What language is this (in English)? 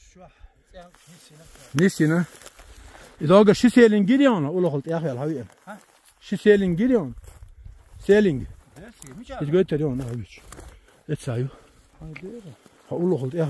Chechen